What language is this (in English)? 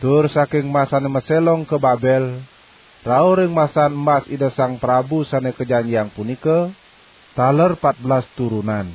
Balinese